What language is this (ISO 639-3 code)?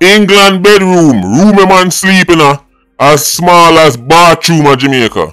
jam